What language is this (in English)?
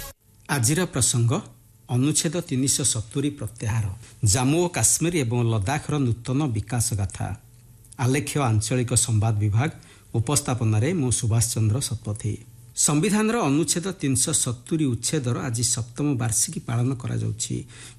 Odia